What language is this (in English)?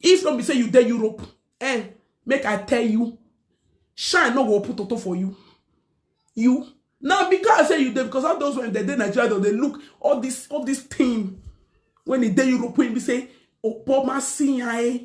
Nigerian Pidgin